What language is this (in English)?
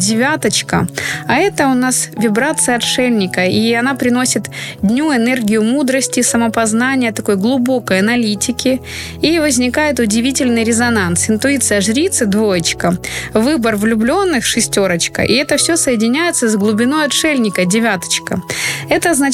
Russian